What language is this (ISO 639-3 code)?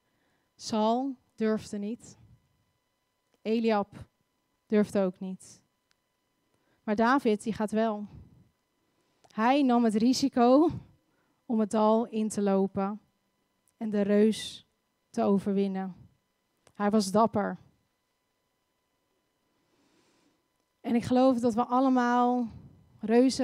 nld